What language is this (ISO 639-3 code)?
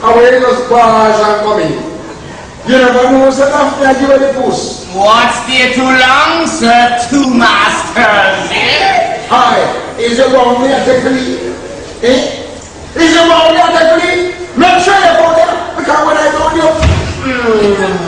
jam